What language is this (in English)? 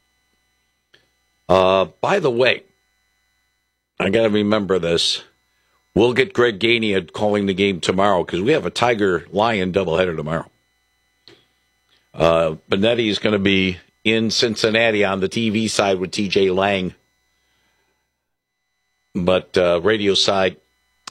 English